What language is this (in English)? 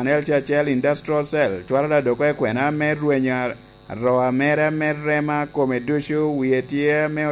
Lango (Uganda)